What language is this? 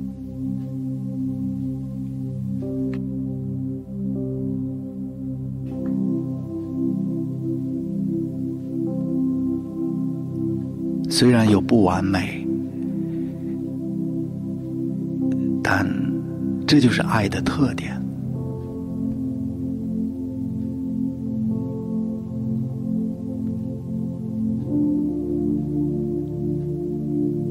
Chinese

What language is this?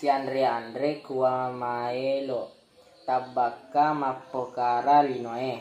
Buginese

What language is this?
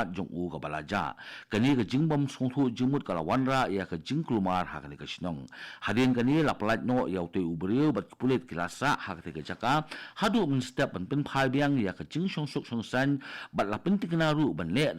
Khasi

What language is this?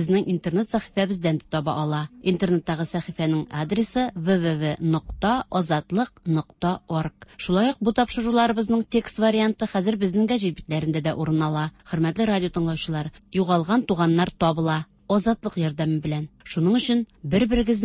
Tatar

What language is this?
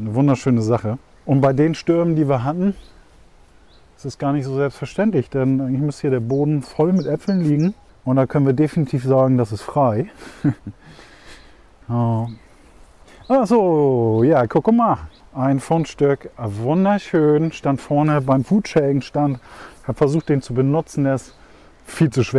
German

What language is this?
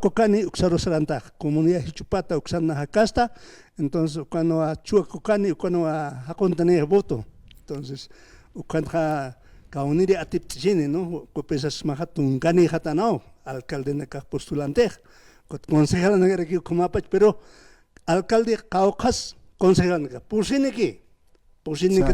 Aymara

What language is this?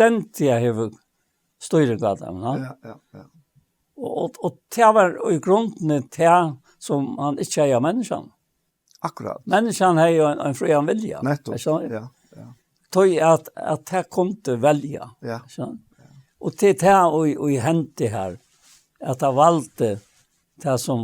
Faroese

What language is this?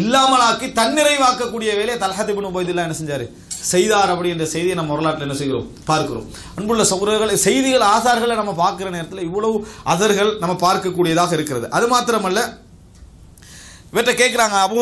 Tamil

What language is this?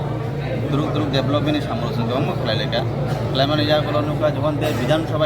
Kok Borok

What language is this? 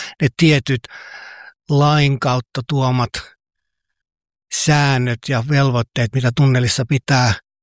Finnish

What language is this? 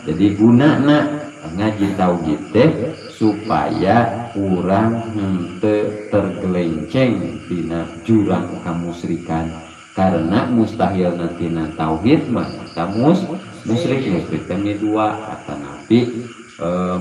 Sundanese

